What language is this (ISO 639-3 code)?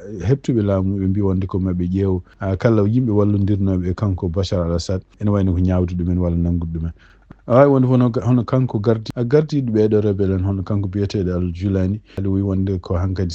ful